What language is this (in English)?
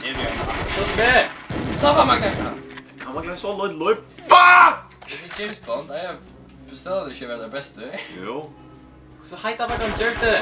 Faroese